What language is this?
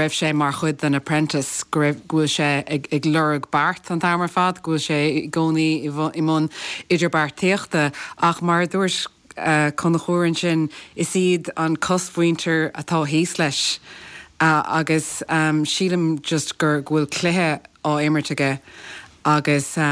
Irish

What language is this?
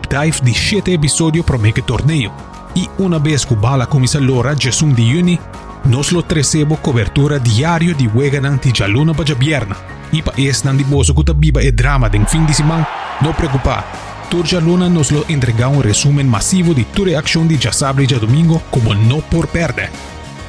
Papiamento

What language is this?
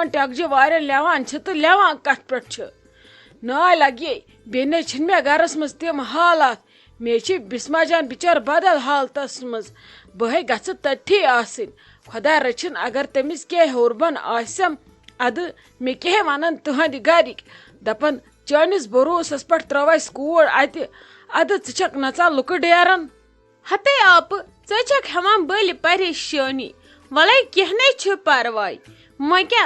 Kashmiri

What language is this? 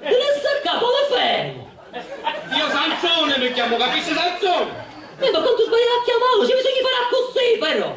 Sicilian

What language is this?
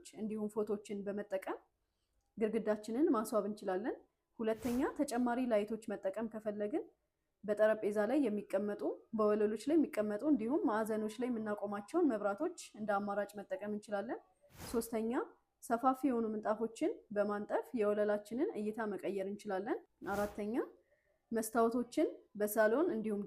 Amharic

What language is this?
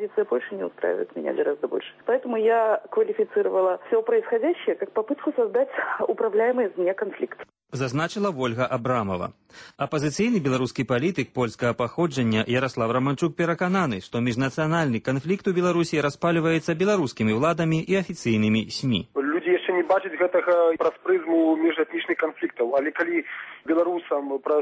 Belarusian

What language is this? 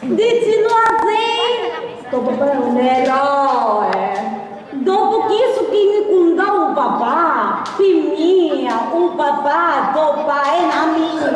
Sicilian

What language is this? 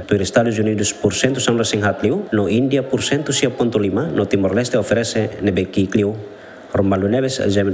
Tetum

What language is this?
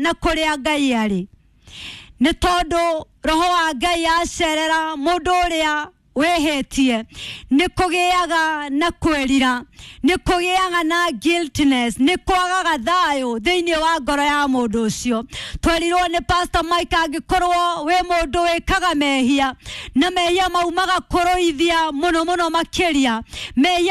Kikuyu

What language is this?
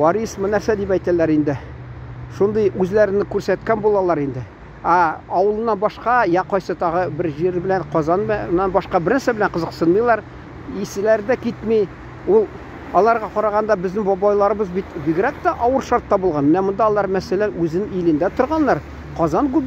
Tatar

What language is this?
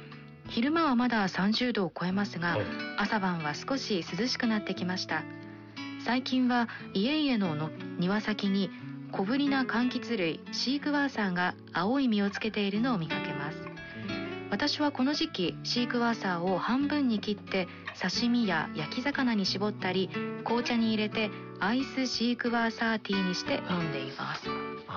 Japanese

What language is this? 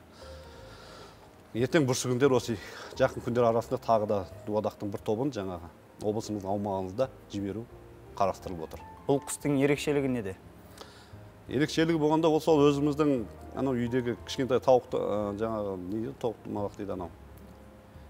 Kazakh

